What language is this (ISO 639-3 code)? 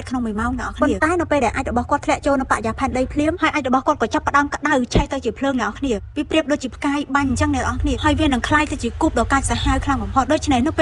khm